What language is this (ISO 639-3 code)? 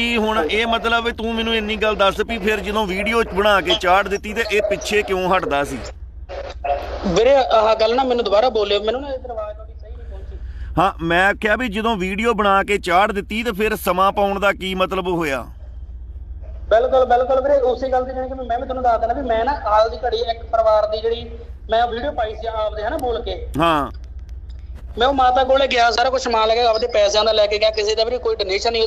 pan